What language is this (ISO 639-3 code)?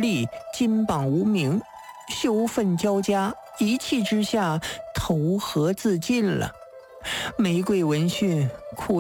zho